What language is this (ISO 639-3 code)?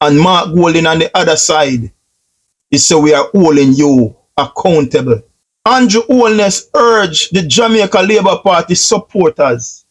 jam